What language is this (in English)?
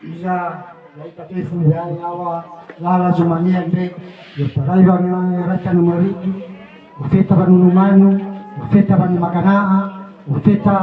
Nias